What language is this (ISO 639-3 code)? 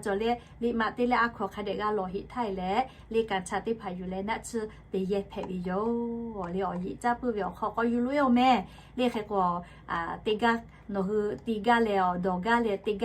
lhu